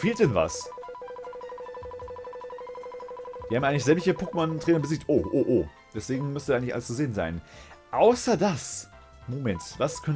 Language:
German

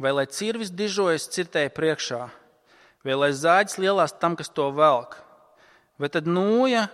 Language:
Latvian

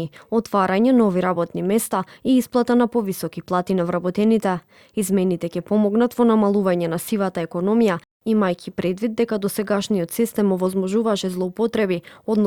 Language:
Macedonian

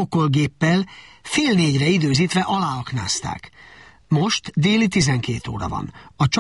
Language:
Hungarian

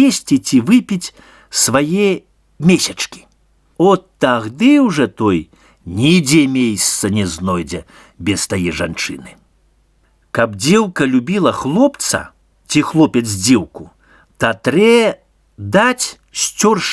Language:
Belarusian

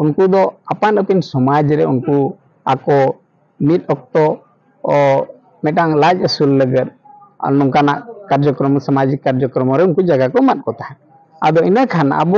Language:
Santali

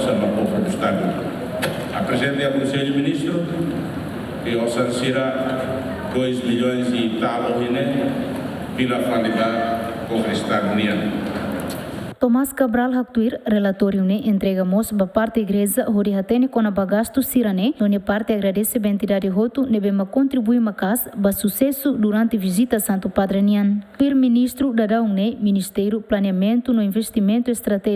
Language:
Tetum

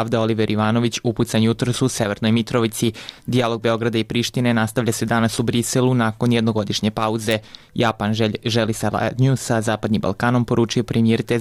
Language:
Serbian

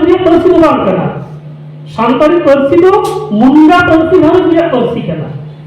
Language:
Santali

